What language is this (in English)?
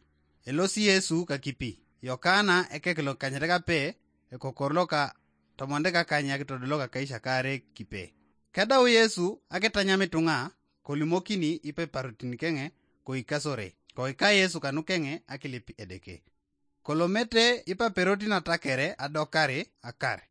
Teso